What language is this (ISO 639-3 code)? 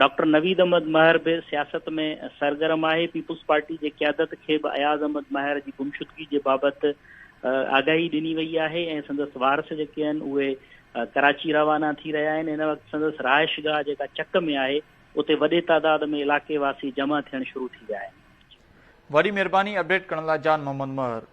snd